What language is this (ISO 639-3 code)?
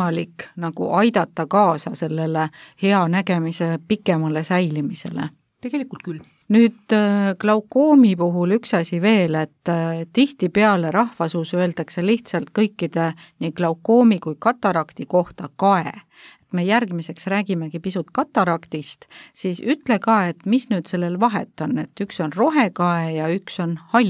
est